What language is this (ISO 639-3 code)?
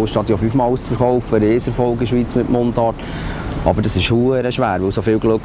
gsw